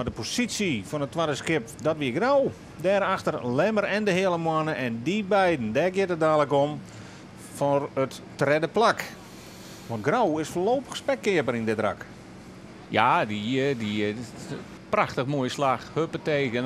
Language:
Western Frisian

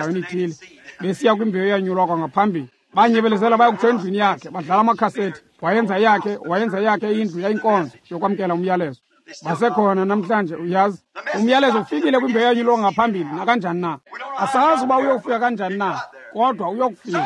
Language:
Xhosa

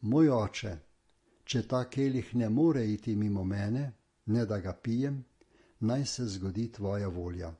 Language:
Slovenian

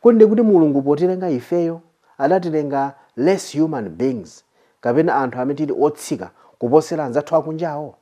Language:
Nyanja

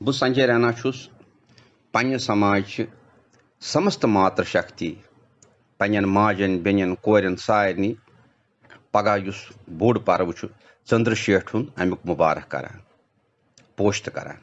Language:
Kashmiri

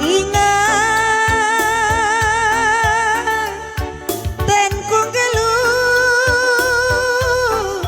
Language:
Batak Karo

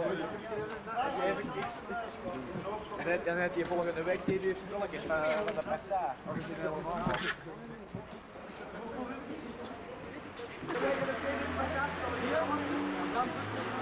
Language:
Dutch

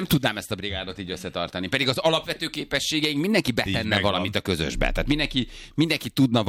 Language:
Hungarian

